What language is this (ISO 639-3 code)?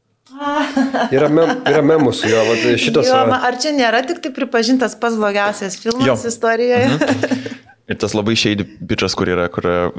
lit